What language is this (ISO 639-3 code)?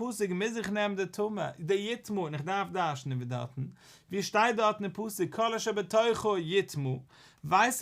yid